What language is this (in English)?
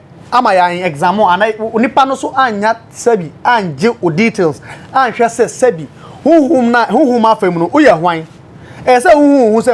Akan